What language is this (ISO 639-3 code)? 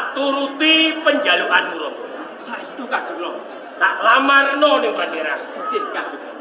jav